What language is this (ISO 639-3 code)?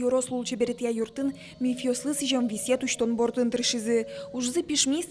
udm